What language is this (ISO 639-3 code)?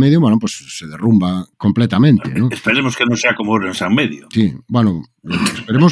glg